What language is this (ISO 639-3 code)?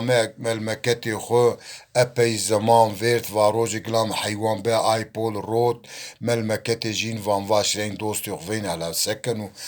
zza